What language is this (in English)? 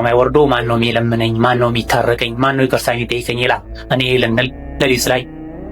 Amharic